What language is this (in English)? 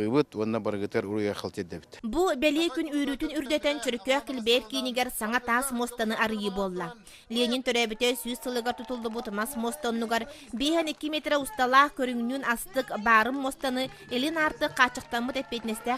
Yakut